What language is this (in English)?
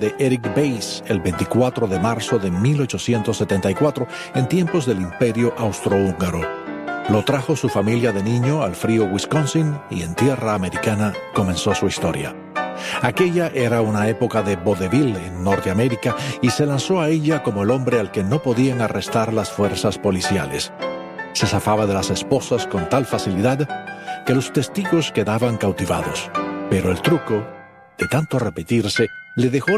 Spanish